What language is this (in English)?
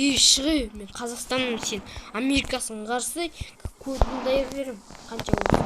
Kazakh